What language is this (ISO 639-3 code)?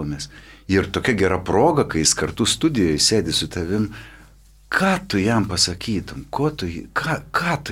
lit